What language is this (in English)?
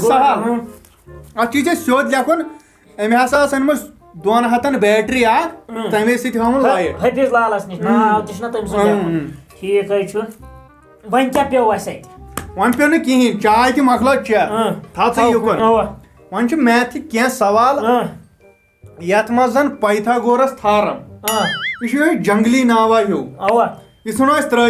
Kashmiri